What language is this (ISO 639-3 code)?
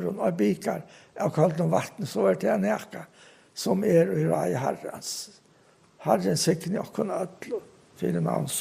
fao